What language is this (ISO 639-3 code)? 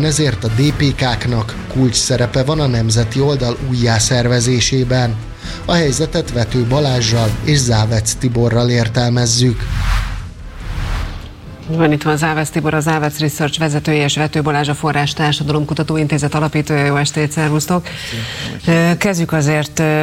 hun